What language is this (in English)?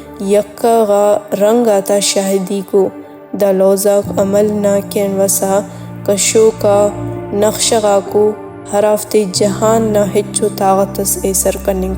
Brahui